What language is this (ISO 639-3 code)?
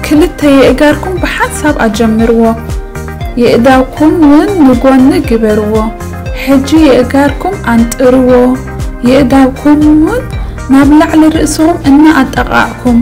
tir